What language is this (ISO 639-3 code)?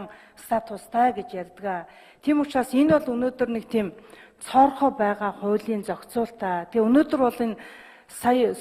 mon